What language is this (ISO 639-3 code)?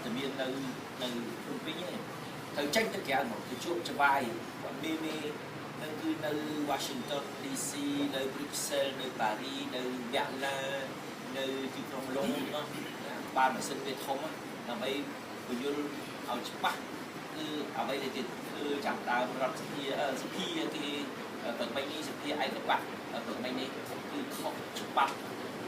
khm